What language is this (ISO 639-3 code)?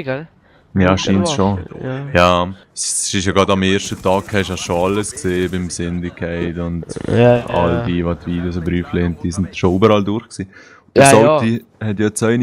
gsw